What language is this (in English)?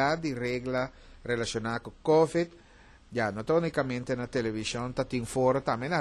Papiamento